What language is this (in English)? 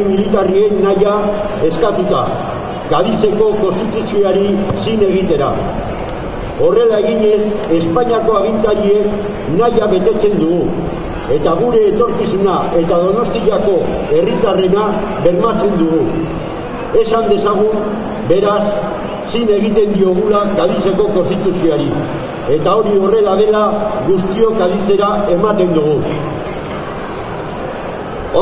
Basque